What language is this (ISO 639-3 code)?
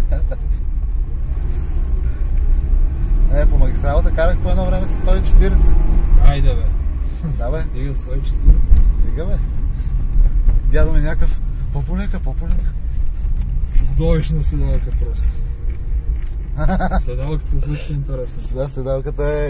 bul